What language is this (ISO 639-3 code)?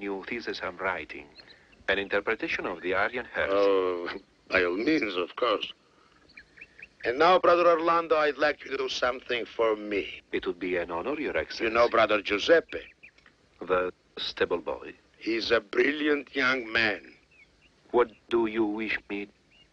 eng